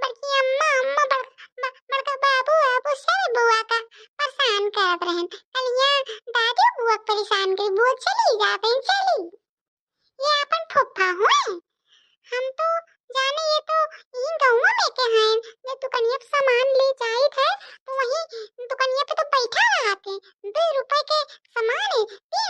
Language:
Awadhi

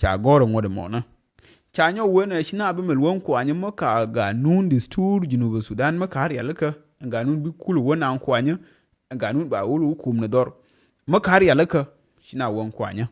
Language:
Nuer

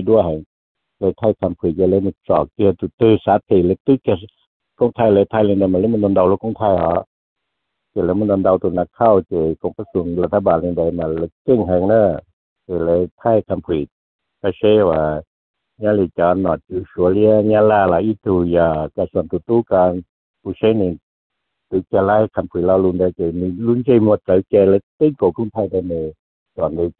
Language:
Vietnamese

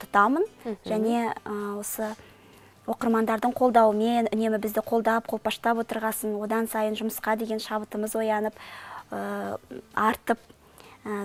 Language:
Kazakh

